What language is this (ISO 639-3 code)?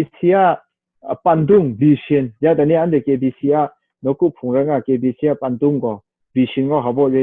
kac